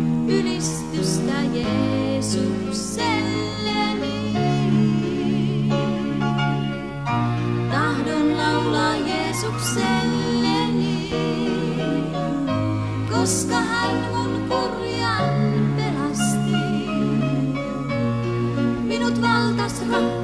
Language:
Finnish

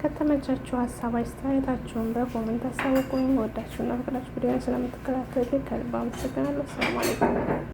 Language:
Amharic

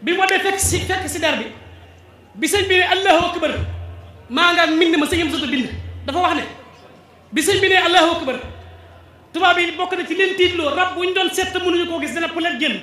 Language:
Wolof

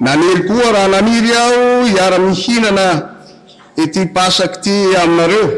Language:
Malagasy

